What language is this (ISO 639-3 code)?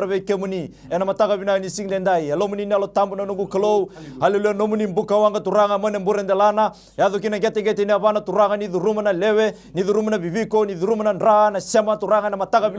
fij